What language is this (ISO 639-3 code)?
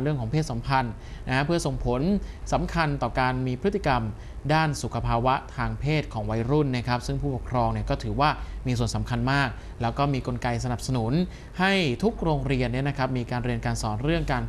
tha